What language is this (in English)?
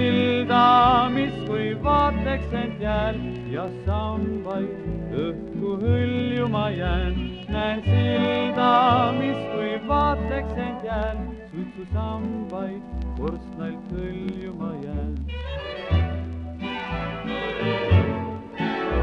Estonian